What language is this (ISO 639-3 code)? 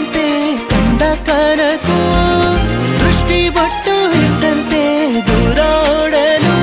kan